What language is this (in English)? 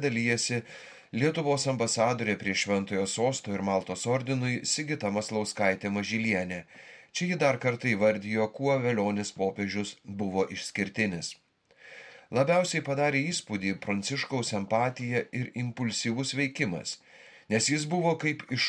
Lithuanian